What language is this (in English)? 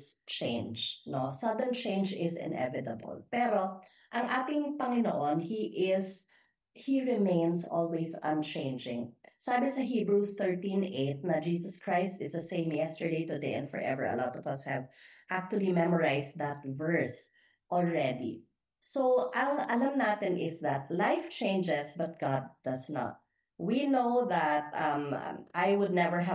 Filipino